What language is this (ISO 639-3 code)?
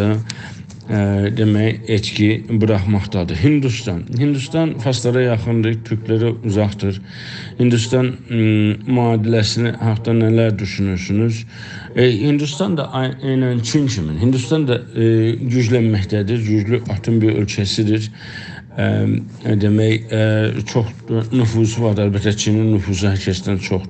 azb